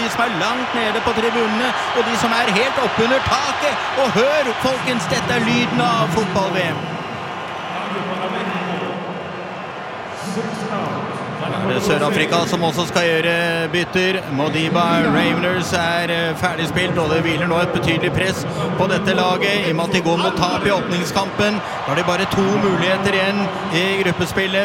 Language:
Norwegian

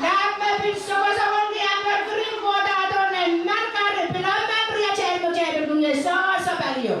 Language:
Pohnpeian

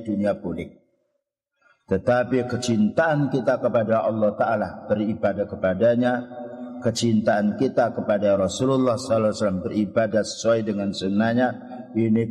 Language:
Indonesian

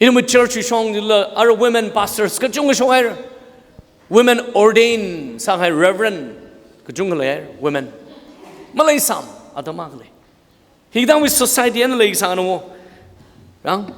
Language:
Tangkhul Naga (India)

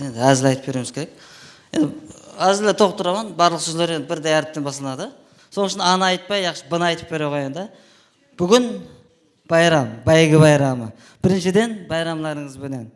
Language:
Kara-Kalpak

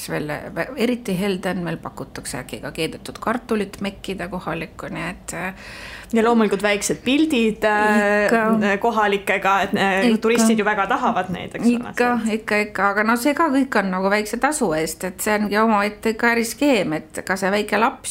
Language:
Estonian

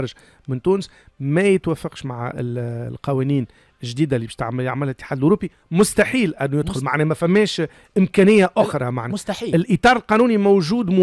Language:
Tunisian Arabic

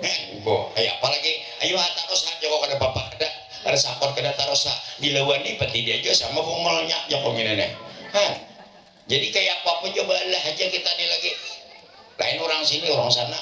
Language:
Banjar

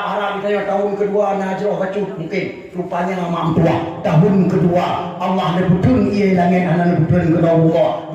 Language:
Achinese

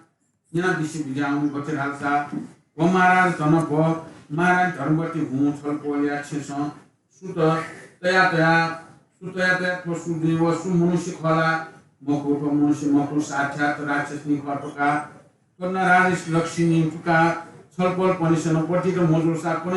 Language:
Newari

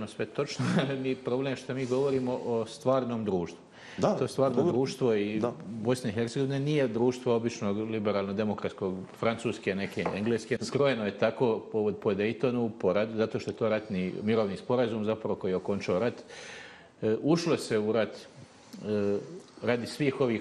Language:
Bosnian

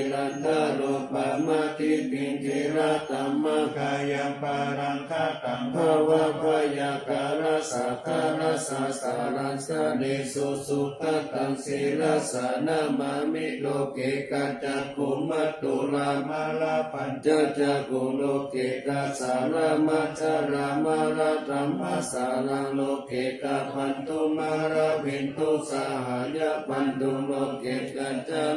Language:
Pali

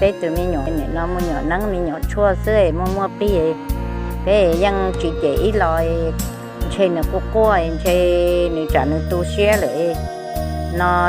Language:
Hmong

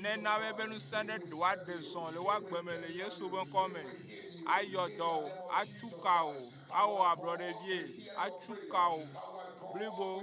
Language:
Ewe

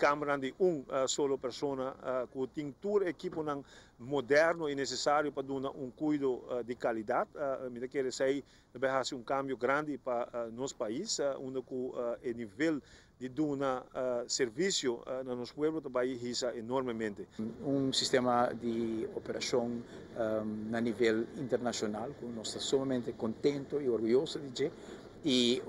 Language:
Papiamento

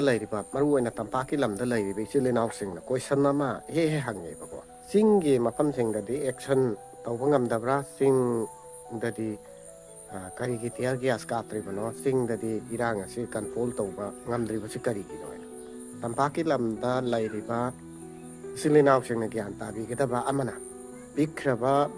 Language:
Manipuri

